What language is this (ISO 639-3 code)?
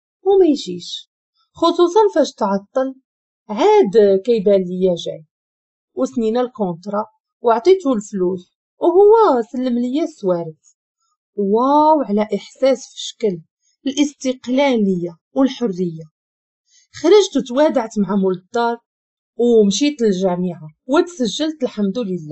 ary